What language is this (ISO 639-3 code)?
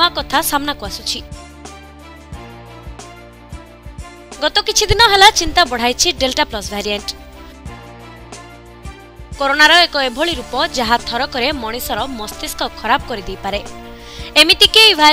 ori